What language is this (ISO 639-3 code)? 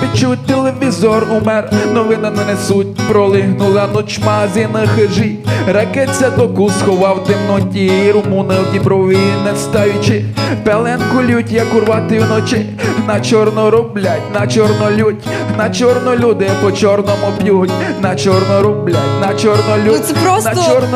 rue